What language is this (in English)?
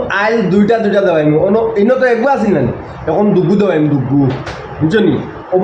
Sylheti